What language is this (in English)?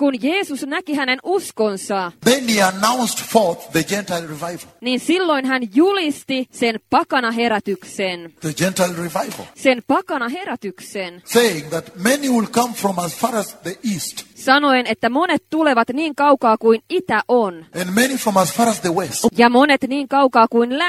Finnish